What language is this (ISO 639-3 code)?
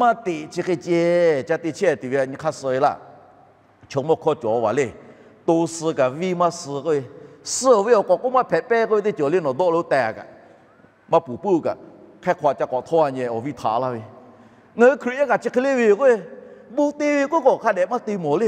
lhu